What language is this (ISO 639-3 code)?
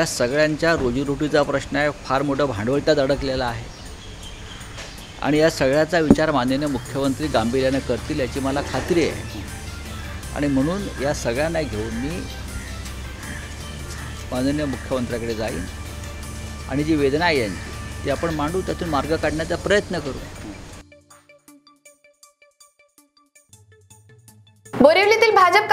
mar